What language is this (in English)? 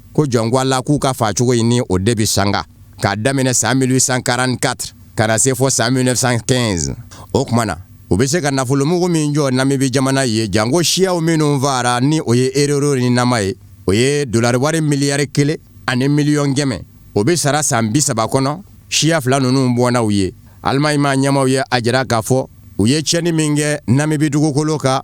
Bambara